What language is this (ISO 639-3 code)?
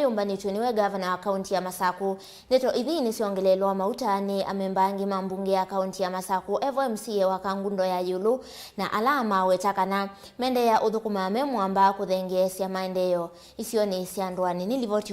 kam